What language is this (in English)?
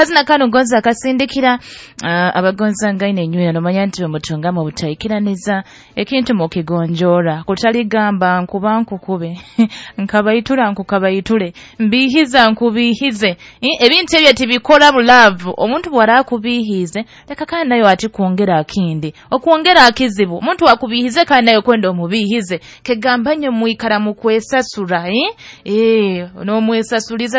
Nyoro